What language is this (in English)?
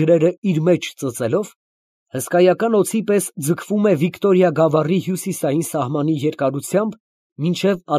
Armenian